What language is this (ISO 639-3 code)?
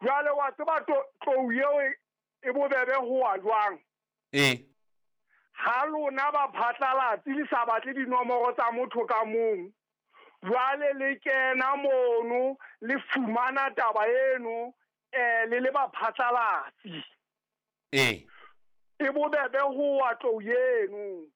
sot